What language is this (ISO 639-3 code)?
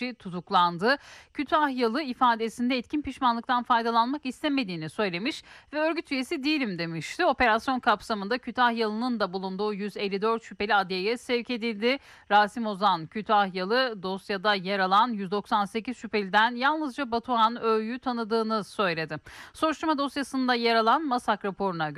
tur